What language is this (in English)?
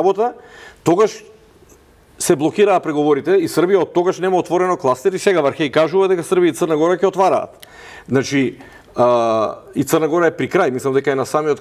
Macedonian